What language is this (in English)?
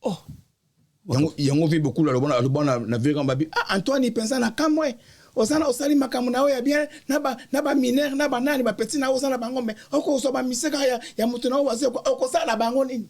Lingala